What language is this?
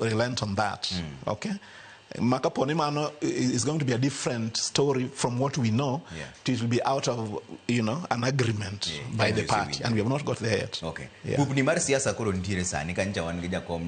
Luo (Kenya and Tanzania)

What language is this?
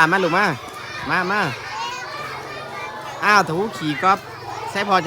Lao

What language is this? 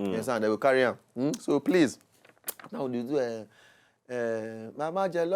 Nigerian Pidgin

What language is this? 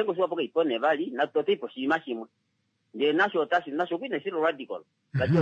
Kuanyama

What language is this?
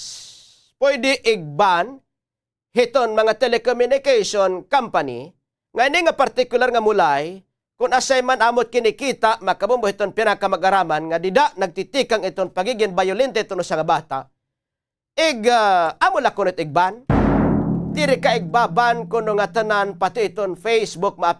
Waray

